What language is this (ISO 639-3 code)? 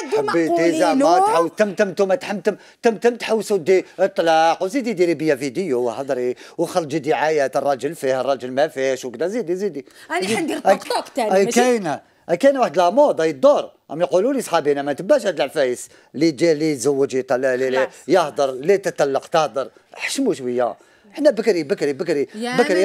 arq